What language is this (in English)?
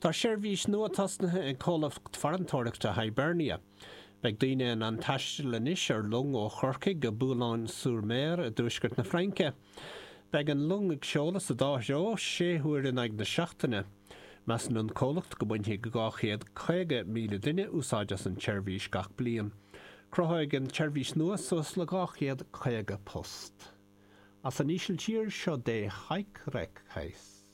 Irish